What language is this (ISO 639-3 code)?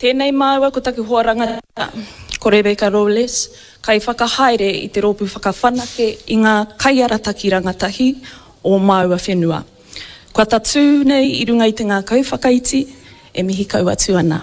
mri